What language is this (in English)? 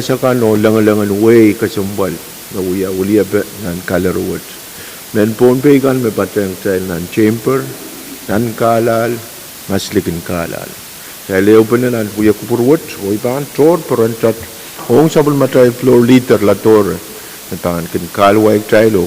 Pohnpeian